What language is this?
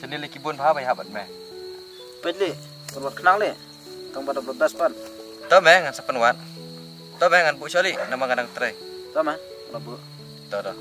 Khasi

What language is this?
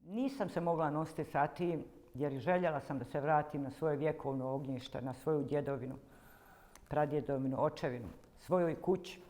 Bosnian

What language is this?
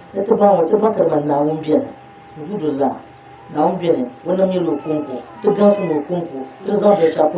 Dagbani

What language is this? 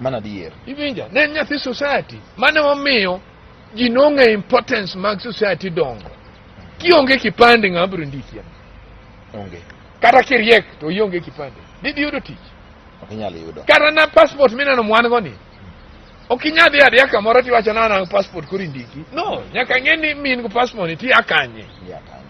Luo (Kenya and Tanzania)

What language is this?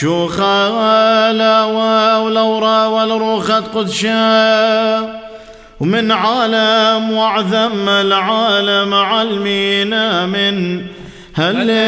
Classical Syriac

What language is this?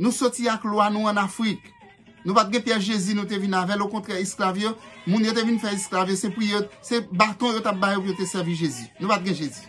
Haitian Creole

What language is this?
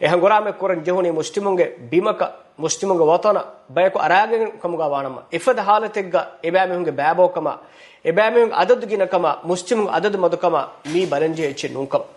Divehi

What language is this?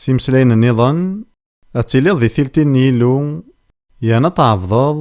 Kabyle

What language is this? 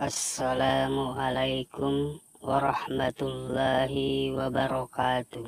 Buginese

